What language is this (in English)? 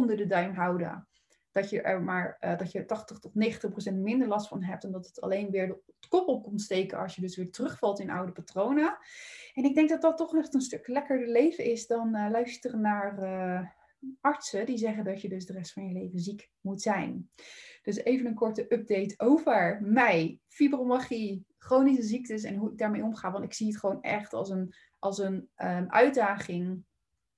Dutch